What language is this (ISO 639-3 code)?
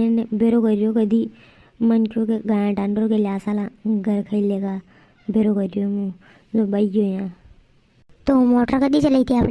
raj